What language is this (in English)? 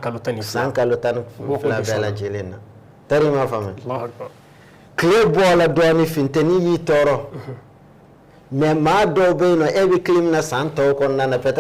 Bambara